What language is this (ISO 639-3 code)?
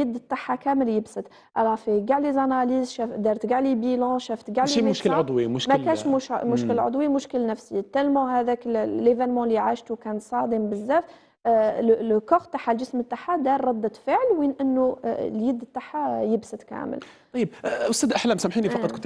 arq